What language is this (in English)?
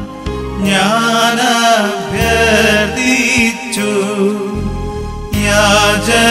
Malayalam